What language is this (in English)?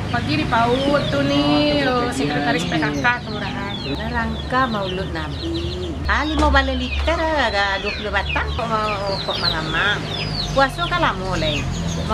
Minangkabau